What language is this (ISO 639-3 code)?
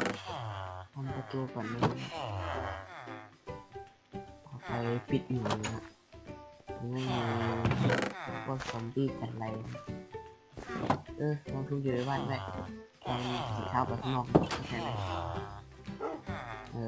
tha